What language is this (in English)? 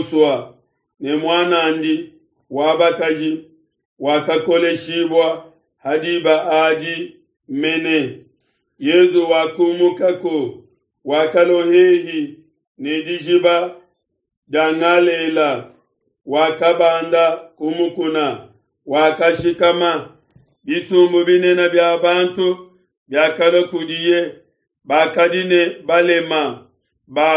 Luba-Lulua